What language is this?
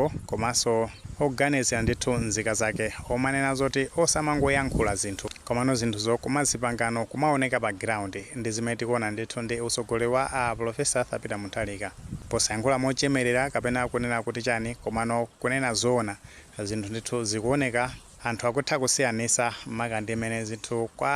Nyanja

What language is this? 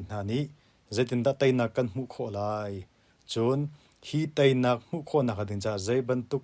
Hakha Chin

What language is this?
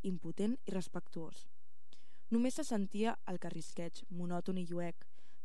Catalan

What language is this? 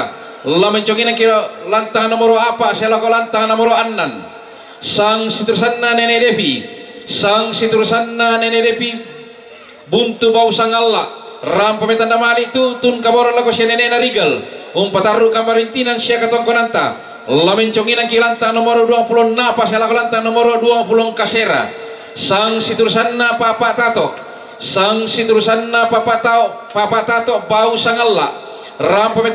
Toraja-Sa'dan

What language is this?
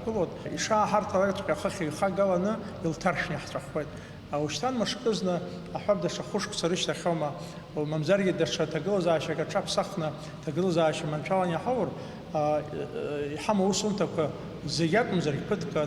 Abkhazian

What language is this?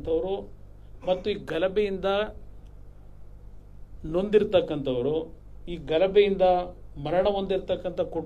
Kannada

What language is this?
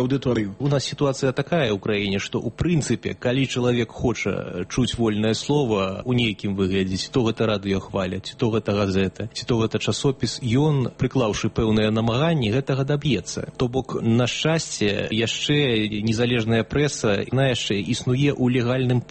Belarusian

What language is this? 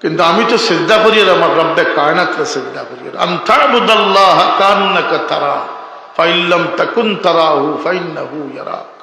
Sylheti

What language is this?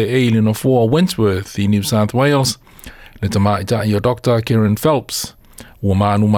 Samoan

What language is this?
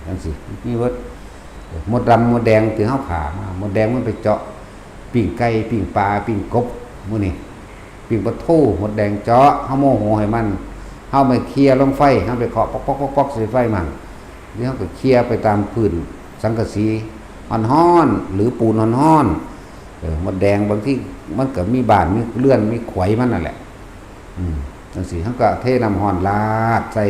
Northeastern Thai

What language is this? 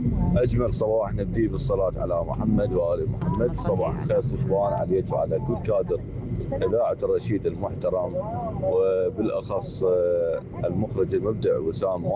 Mesopotamian Arabic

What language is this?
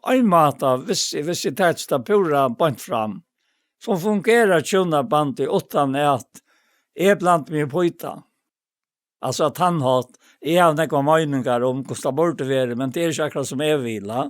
Faroese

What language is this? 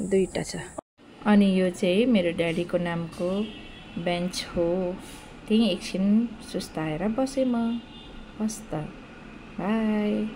Nepali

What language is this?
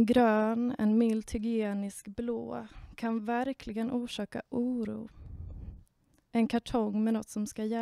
Swedish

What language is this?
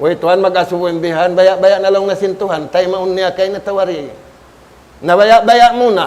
Tausug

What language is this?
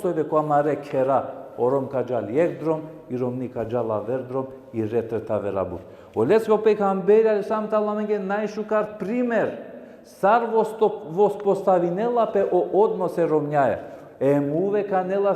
Balkan Romani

